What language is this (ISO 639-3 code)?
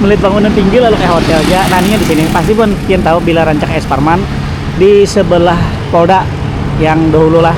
bjn